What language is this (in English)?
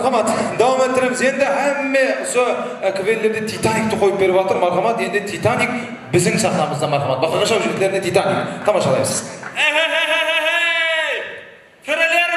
Kara-Kalpak